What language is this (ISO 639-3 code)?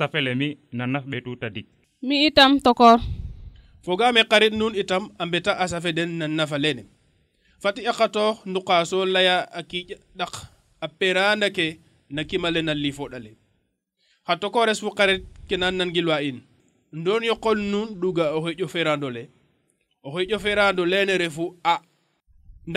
srr